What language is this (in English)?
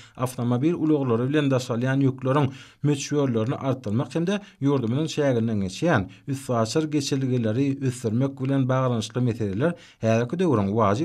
Turkmen